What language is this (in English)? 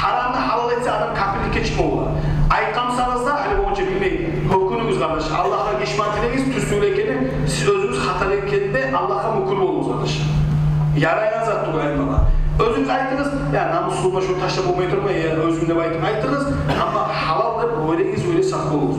Kumyk